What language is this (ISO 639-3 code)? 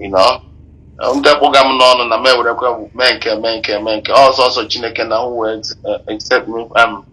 ibo